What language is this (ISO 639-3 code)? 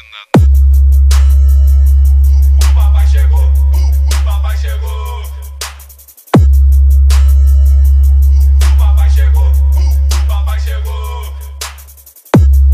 por